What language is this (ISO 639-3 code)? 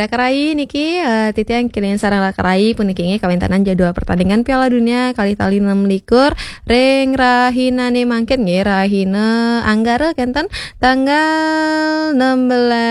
ban